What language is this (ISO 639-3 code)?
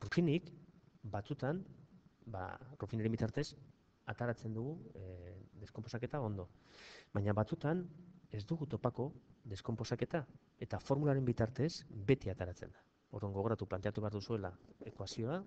eus